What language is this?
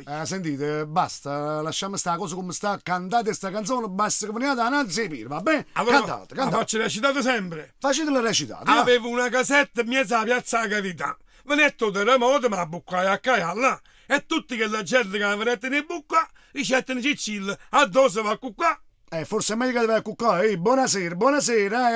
Neapolitan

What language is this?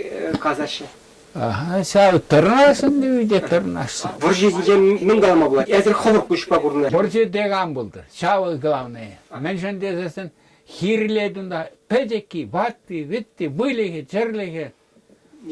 Chuvash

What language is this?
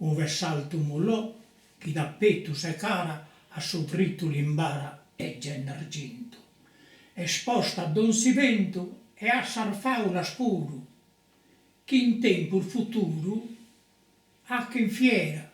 Sardinian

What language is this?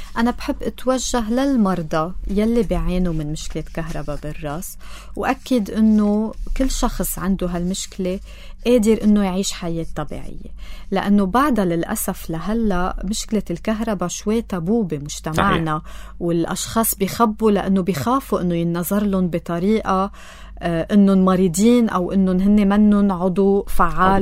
North Levantine Arabic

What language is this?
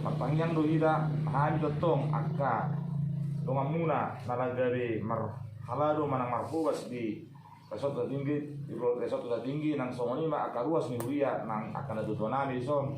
Batak Toba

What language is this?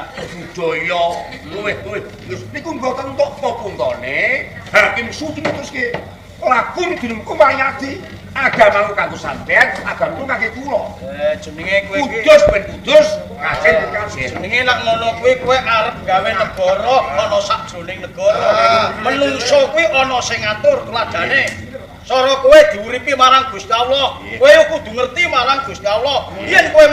Javanese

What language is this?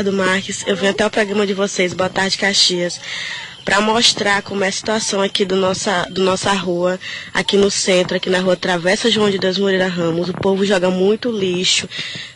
Portuguese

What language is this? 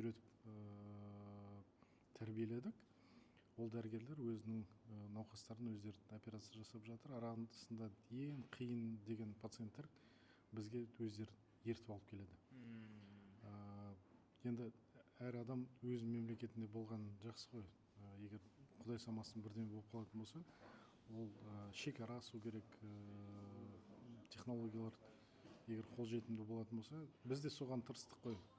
Kazakh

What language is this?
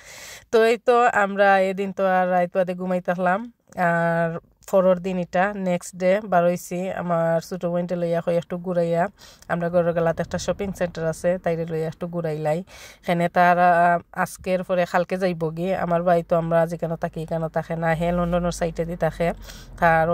Sylheti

